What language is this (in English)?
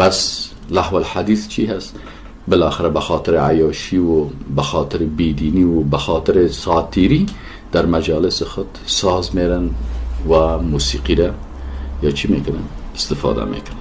Persian